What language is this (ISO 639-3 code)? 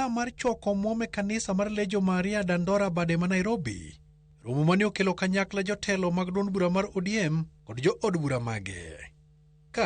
luo